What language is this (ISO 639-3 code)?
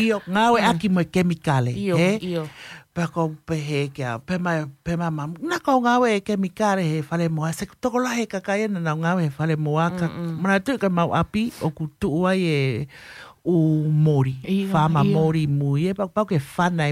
ton